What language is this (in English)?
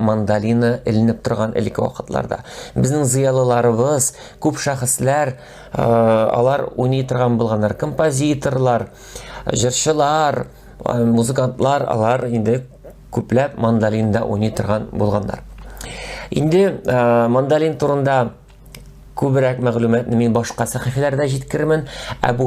Tatar